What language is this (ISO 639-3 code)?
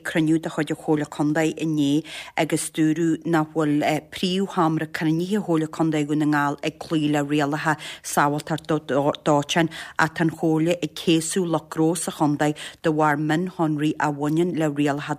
gle